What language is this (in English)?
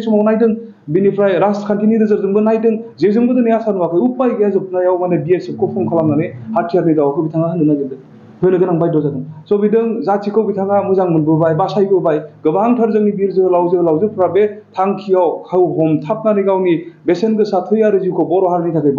Bodo